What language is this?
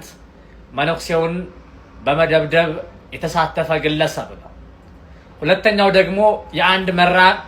Amharic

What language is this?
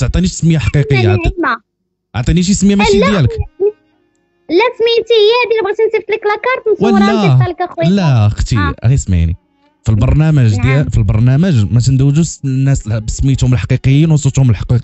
Moroccan Arabic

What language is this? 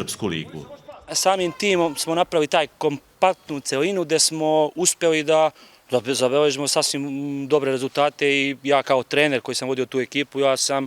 Serbian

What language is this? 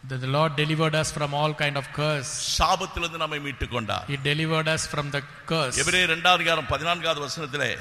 Tamil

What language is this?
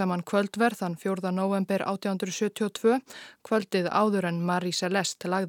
Icelandic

